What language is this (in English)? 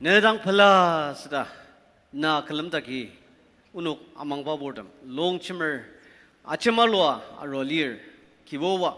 Ao Naga